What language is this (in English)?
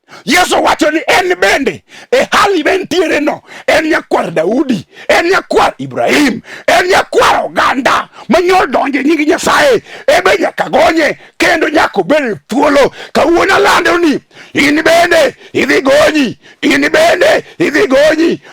Luo (Kenya and Tanzania)